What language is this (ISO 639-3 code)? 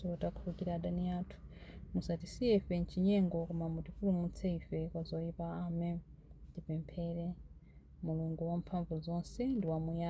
nya